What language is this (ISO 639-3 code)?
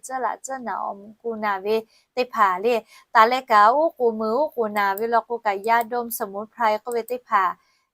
lhu